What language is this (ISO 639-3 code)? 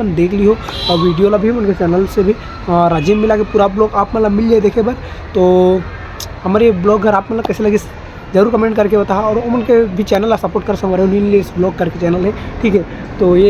hne